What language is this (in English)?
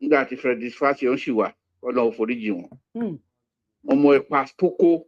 Yoruba